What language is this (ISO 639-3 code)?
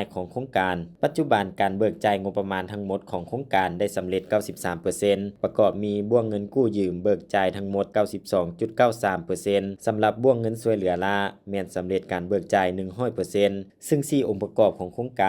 lao